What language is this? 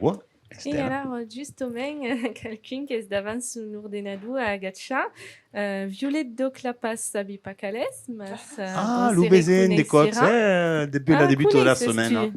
Occitan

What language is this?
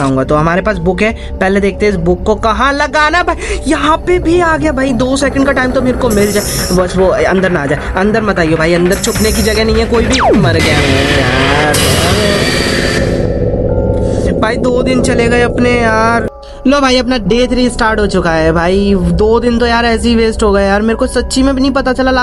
Hindi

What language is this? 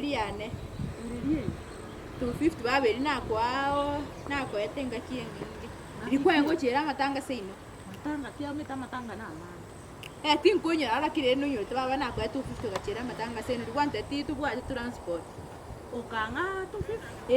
Gusii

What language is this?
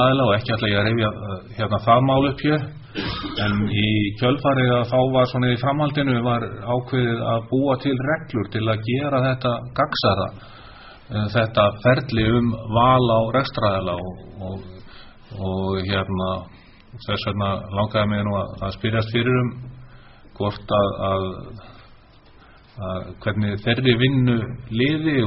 Icelandic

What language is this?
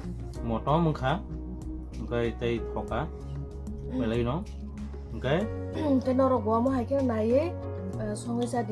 Kok Borok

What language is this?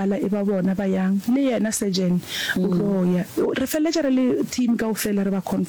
Northern Sotho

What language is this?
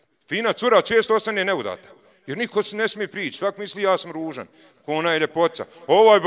Bosnian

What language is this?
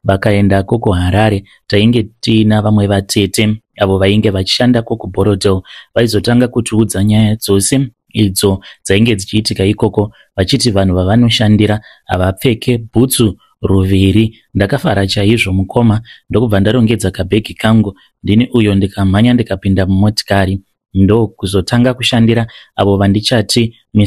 Shona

